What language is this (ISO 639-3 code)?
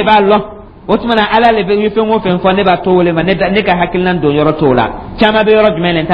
dyu